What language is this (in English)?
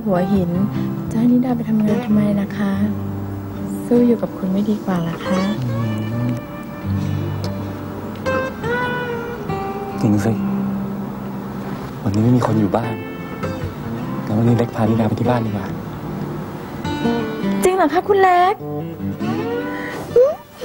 Thai